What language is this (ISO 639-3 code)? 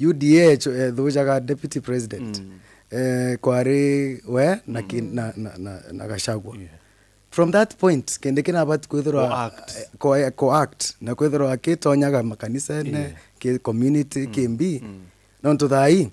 mer